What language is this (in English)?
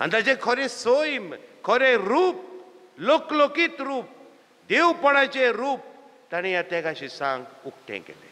Konkani